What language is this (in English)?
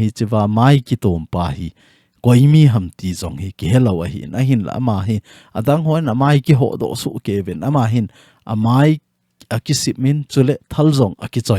Thado Chin